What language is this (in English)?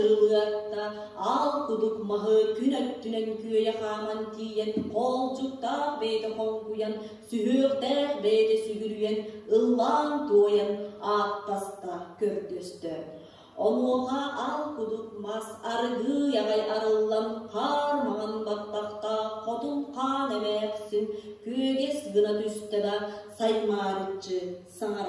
Yakut